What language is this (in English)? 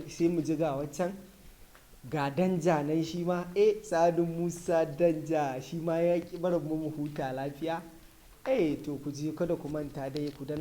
Hausa